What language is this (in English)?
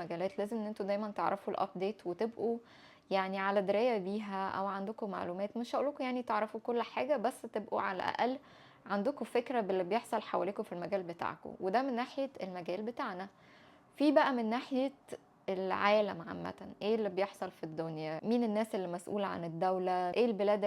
Egyptian Arabic